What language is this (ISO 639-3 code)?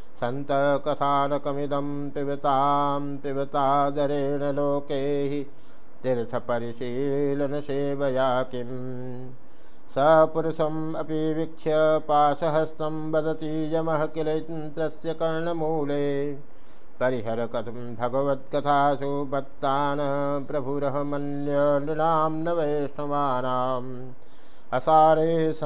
san